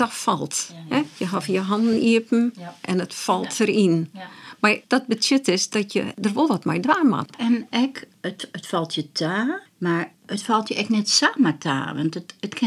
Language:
Western Frisian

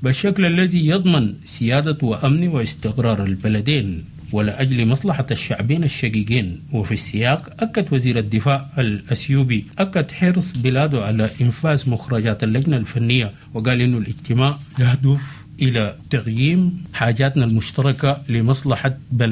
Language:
Sudanese Arabic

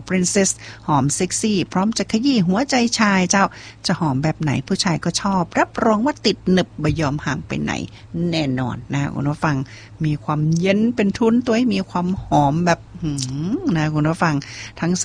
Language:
Thai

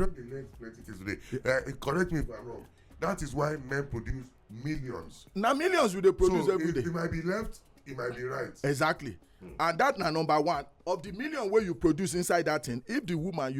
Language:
Nigerian Pidgin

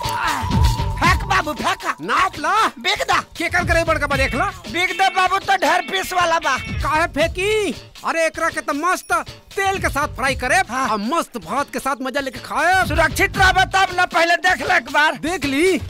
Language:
Bhojpuri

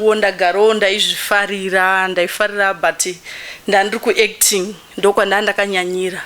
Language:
Shona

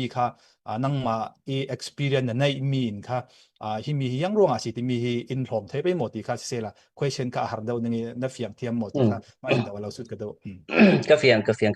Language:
Falam Chin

